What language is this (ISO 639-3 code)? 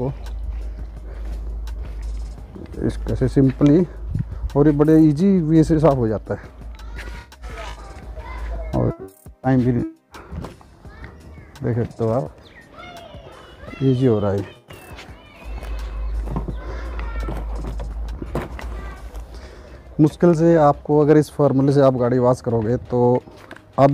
hin